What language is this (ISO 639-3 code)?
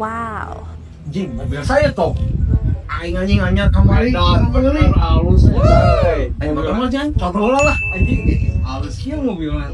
sun